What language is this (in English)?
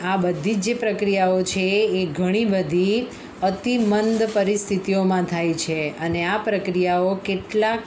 Gujarati